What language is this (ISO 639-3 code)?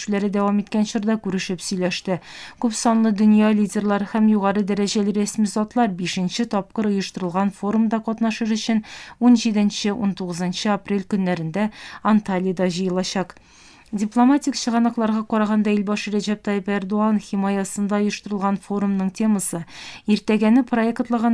tat